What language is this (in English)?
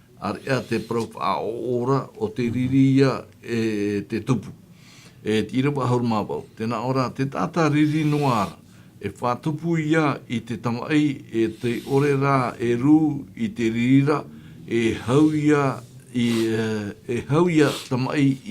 Tahitian